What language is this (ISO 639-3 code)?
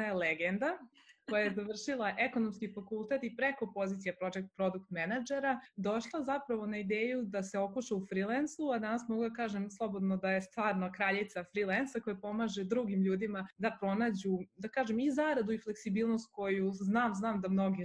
srp